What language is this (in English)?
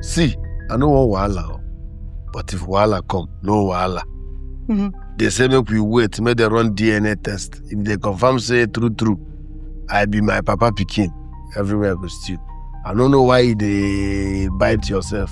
Nigerian Pidgin